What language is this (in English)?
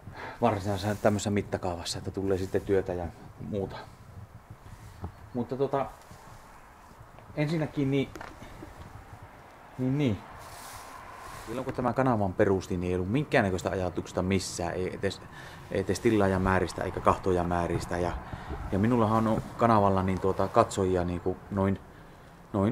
Finnish